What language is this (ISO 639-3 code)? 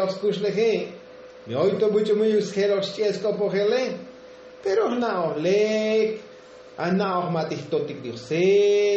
tzo